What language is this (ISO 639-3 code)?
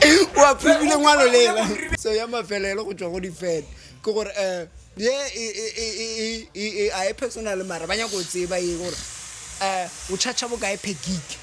nso